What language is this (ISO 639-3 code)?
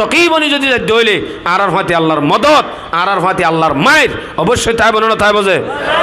rhg